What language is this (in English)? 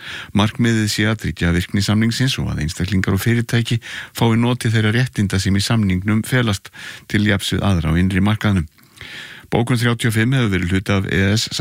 Icelandic